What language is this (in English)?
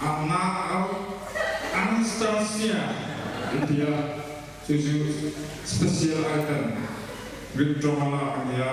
Mizo